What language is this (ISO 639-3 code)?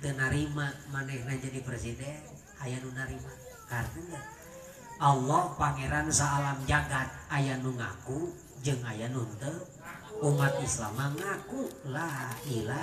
sun